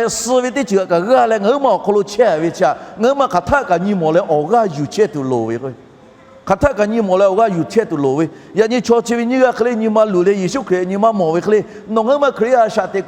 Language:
Lahu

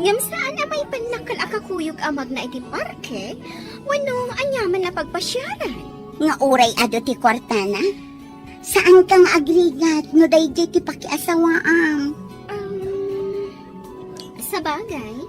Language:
Iloko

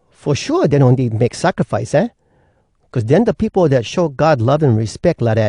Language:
Hawai'i Creole English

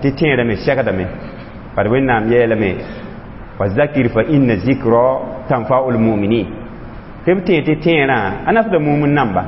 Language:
Mossi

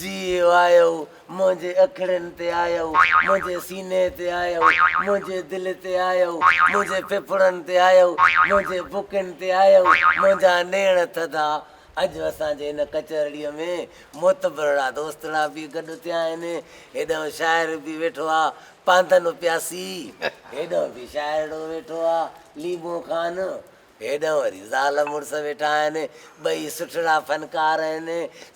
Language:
Sindhi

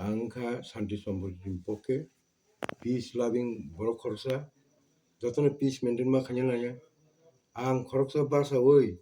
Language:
Kok Borok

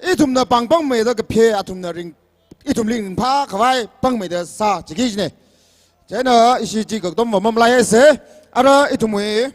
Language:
Tangkhul Naga (India)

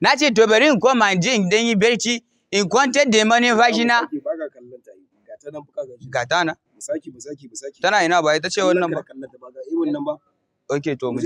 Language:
Hausa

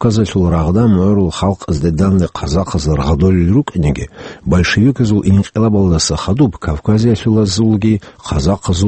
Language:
Avaric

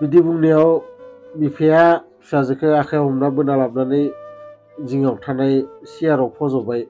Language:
Bodo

